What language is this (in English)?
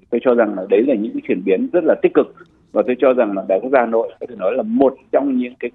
Vietnamese